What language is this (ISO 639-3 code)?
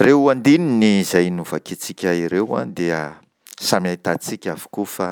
mlg